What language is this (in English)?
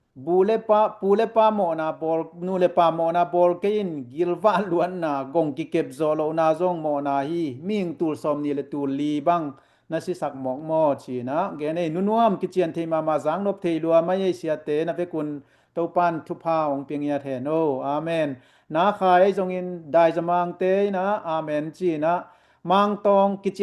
Tedim Chin